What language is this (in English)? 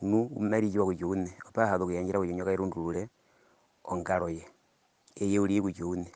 Herero